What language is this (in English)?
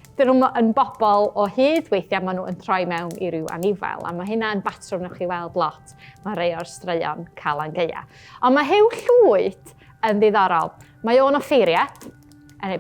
Welsh